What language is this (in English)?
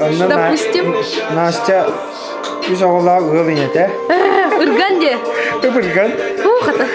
Yakut